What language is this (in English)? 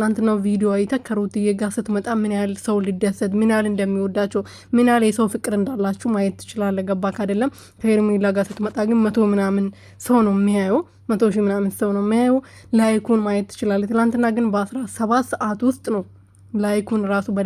Amharic